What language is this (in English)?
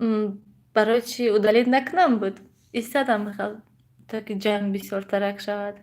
Tajik